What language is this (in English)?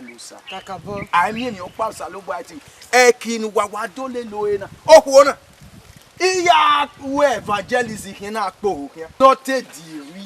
Bini